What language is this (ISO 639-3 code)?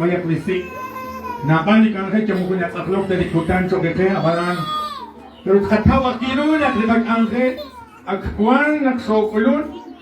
kek